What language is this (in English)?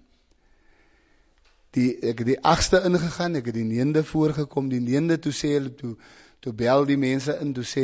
Afrikaans